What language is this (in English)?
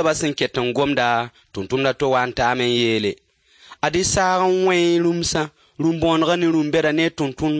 Mossi